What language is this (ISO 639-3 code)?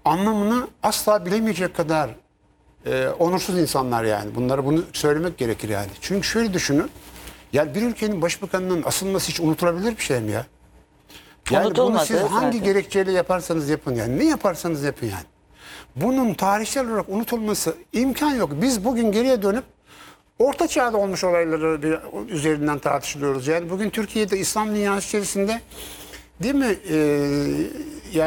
tur